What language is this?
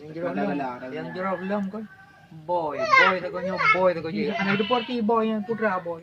Achinese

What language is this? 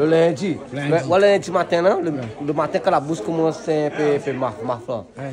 Réunion Creole French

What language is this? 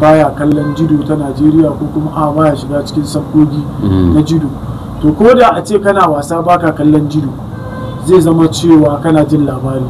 Hausa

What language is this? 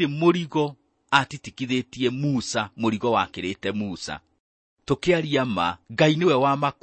Kikuyu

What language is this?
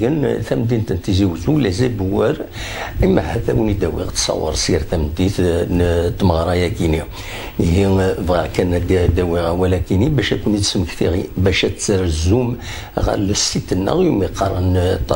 Kabyle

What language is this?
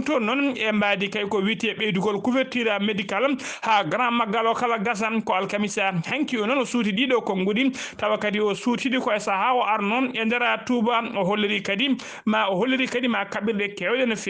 Fula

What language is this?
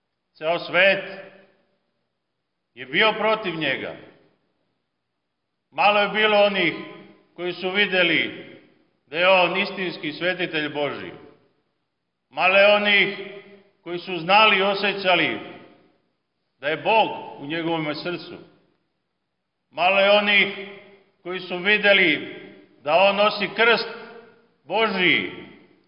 Serbian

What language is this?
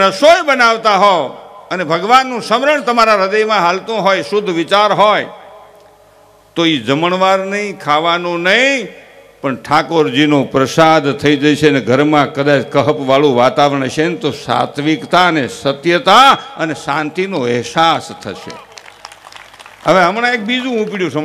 Gujarati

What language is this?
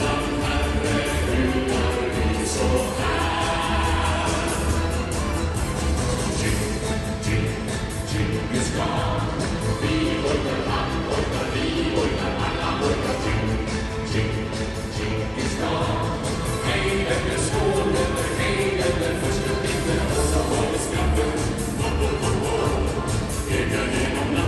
Swedish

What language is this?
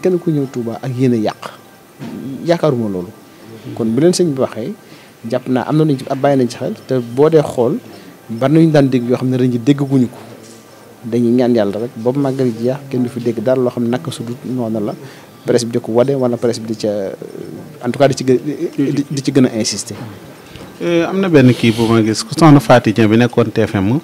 Wolof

